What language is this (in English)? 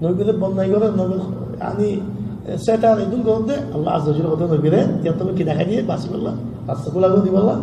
Rohingya